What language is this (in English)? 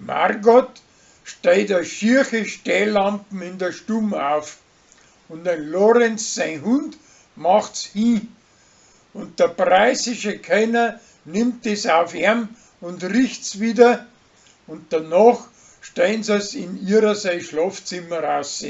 Bavarian